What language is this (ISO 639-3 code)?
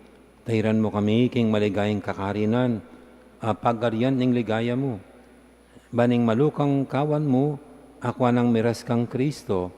pam